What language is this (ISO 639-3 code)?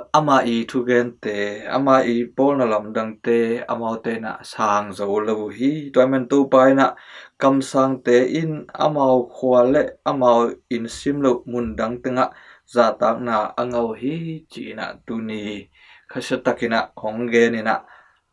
ctd